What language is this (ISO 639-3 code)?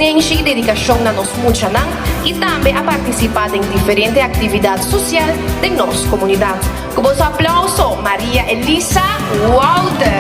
pap